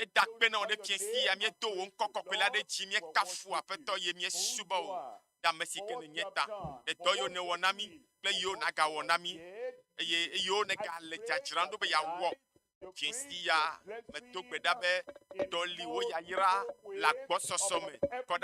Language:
Ewe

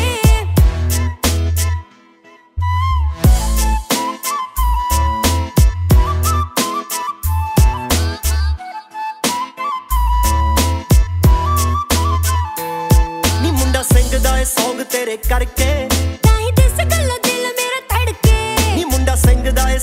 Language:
Punjabi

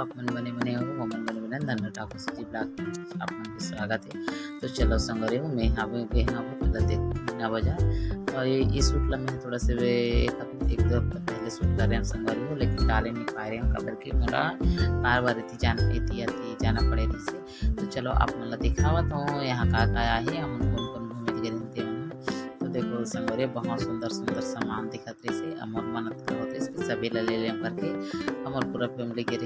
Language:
Chhattisgarhi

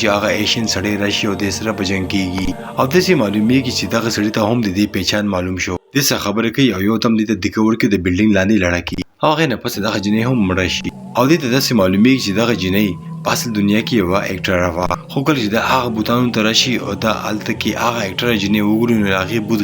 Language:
Pashto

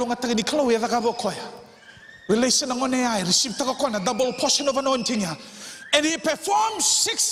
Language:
Fijian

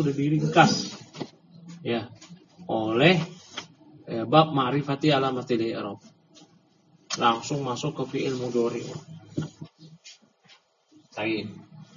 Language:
Indonesian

